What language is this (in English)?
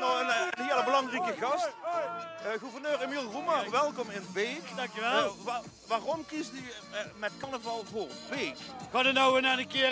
Limburgish